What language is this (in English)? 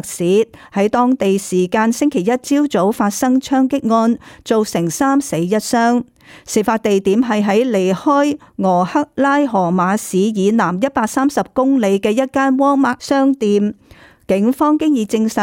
Cantonese